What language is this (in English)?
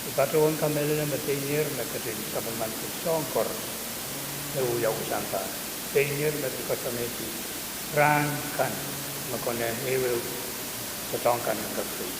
Pohnpeian